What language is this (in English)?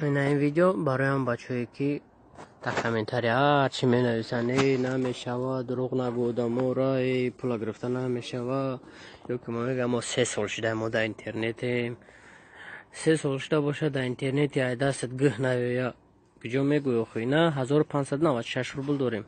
Tajik